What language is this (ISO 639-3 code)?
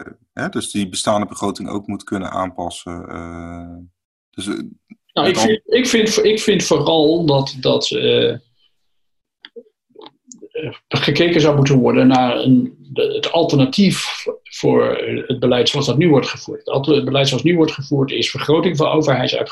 nld